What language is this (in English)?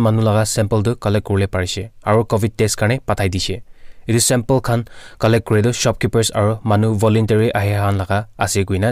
Naga Pidgin